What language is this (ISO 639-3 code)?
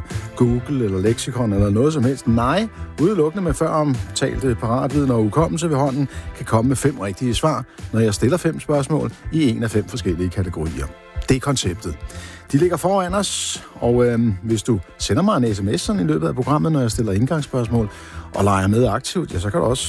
dan